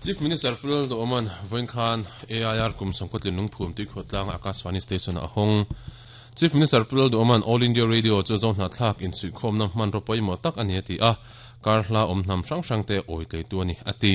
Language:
Mizo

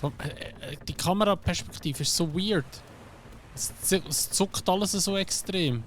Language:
Swiss German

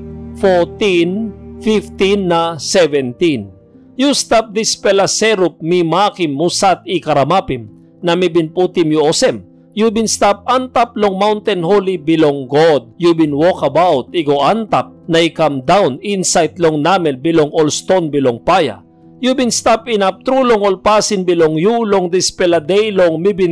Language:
Tok Pisin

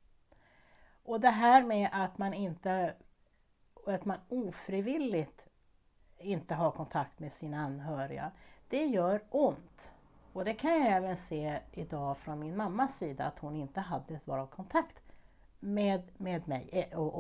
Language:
Swedish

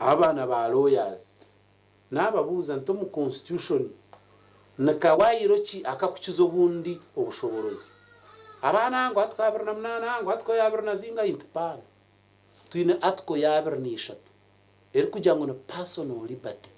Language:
Nyankole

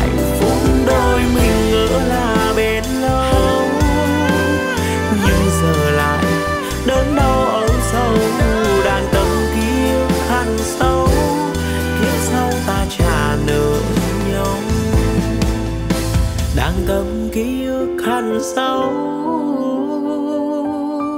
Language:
Vietnamese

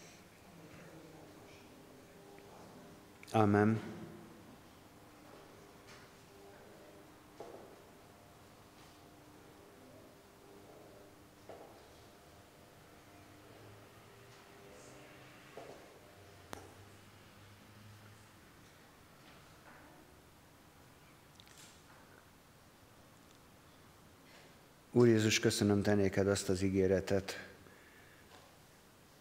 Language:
Hungarian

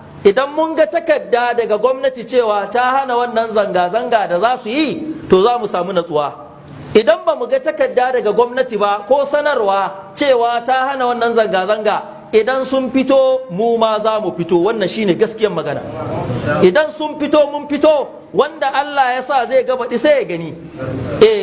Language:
Hausa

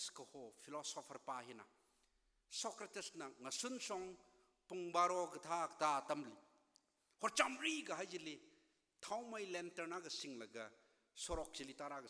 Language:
Tangkhul Naga (India)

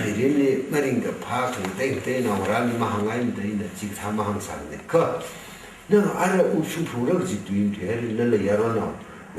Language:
Tangkhul Naga (India)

